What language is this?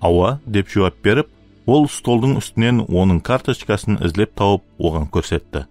Kara-Kalpak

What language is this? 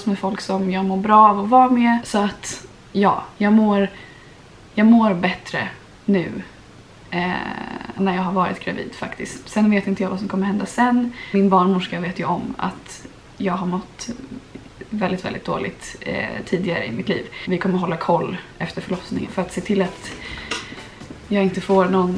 Swedish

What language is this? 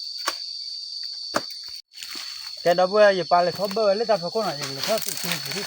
S'gaw Karen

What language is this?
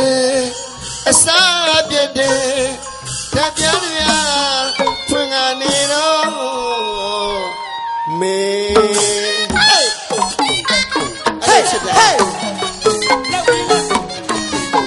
Burmese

